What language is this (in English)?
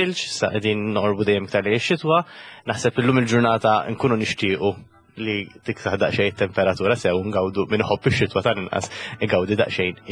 Maltese